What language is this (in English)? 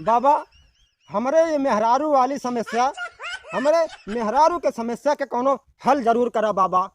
Bhojpuri